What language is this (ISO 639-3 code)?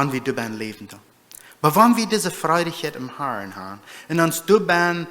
pdt